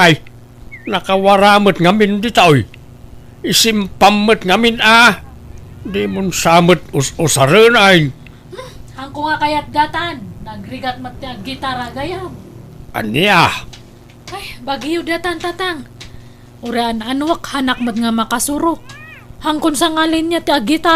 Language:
Iloko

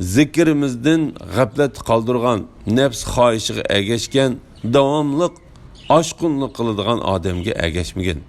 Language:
Uyghur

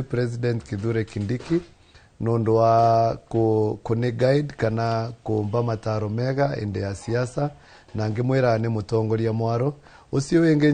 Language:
Kikuyu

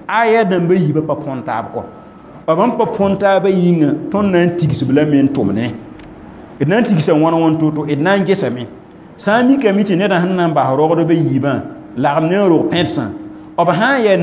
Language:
Mossi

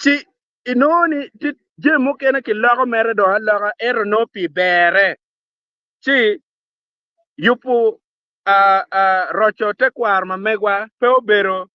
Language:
Acoli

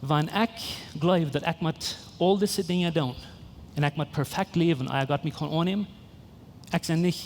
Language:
Plautdietsch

